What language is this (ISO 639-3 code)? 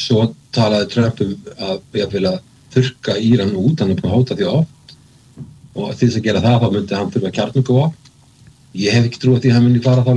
isl